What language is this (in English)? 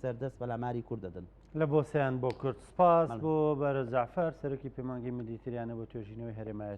Central Kurdish